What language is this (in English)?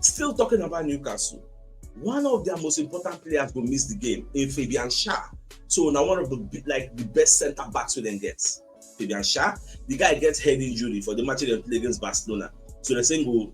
Nigerian Pidgin